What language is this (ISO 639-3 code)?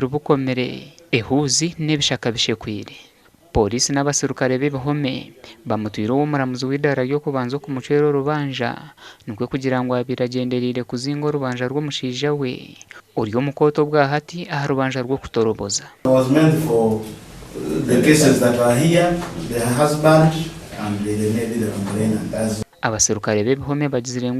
nyn